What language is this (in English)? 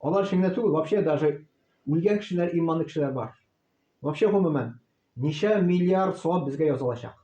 Tatar